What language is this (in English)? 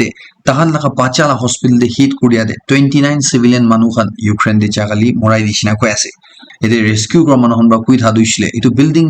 Naga Pidgin